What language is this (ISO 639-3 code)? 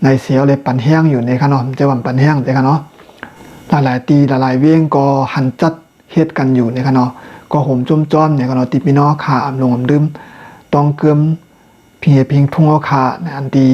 shn